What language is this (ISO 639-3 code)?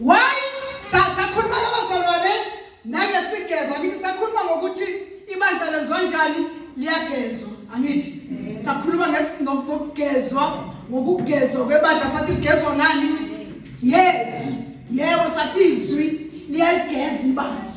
zul